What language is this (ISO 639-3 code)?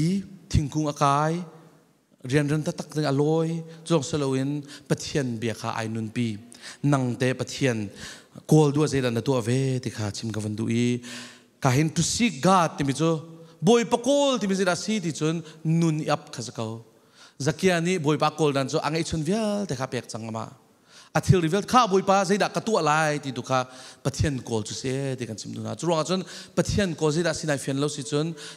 cfm